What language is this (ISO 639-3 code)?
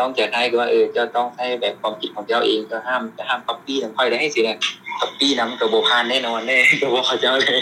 lao